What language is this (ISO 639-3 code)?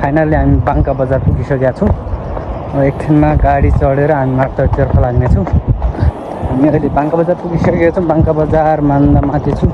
nep